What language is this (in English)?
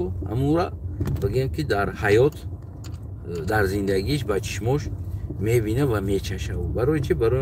Tajik